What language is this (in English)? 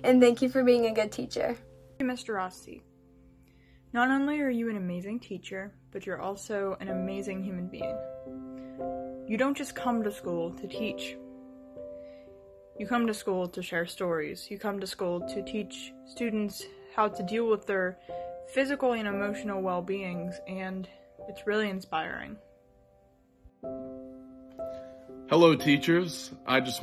English